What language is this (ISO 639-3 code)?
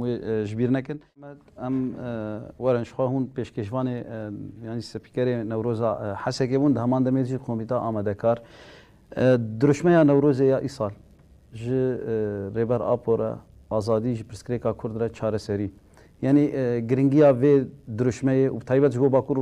kur